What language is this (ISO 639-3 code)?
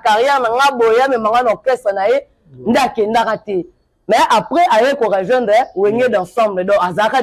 lin